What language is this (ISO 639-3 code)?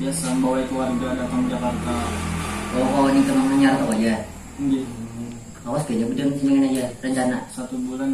bjn